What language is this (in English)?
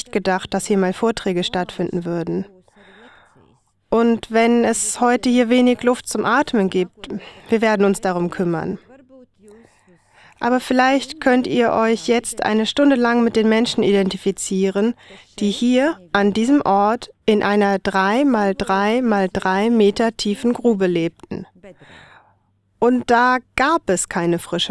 German